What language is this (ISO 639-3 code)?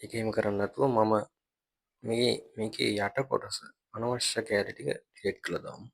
sin